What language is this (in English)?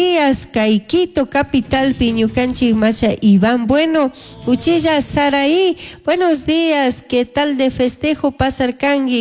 Chimborazo Highland Quichua